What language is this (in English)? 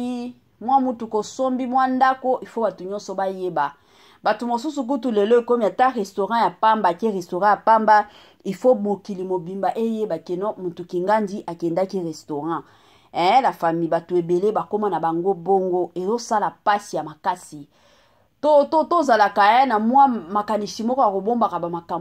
Lingala